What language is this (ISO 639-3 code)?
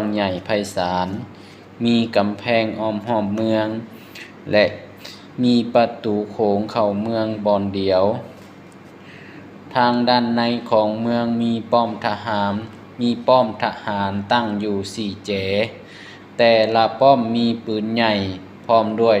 lao